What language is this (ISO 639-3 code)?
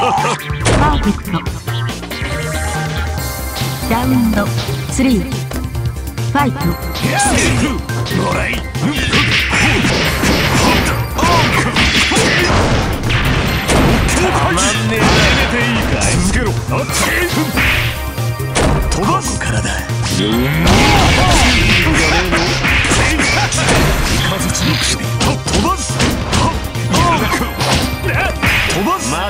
jpn